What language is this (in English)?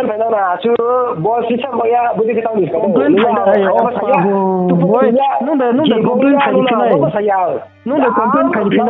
Riang (India)